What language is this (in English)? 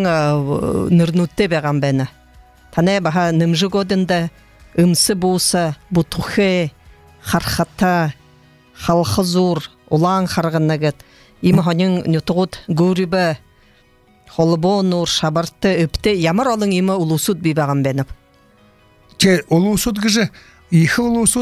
Buriat